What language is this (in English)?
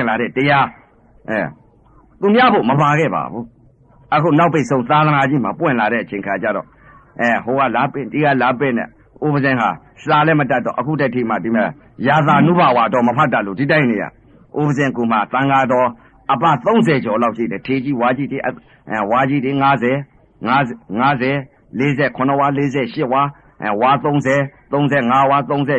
Burmese